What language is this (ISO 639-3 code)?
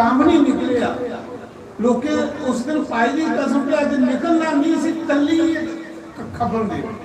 doi